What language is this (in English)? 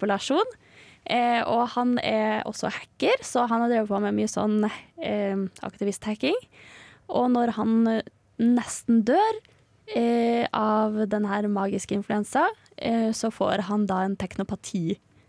Norwegian